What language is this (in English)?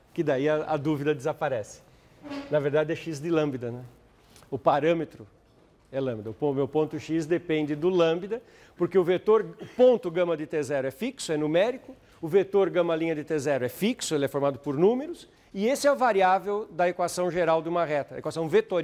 Portuguese